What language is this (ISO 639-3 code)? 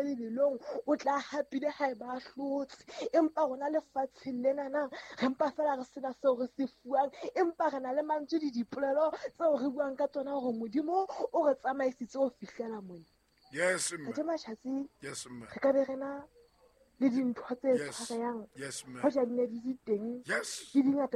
sot